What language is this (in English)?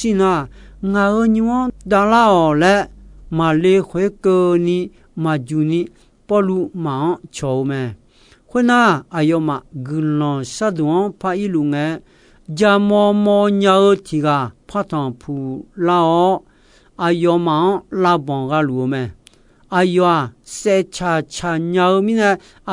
Akha